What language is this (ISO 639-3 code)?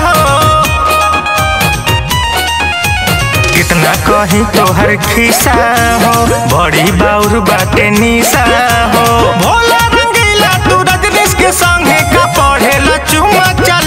bho